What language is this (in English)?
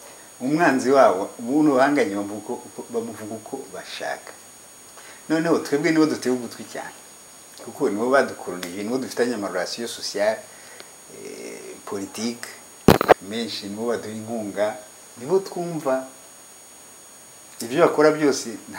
Kinyarwanda